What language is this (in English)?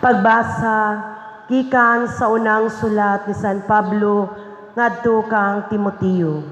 Cebuano